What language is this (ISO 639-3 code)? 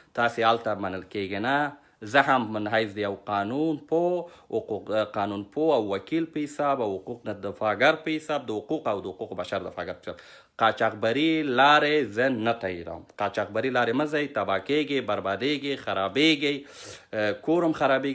pus